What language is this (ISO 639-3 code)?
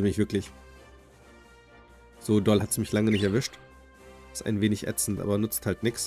deu